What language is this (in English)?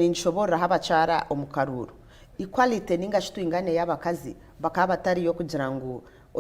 Nyankole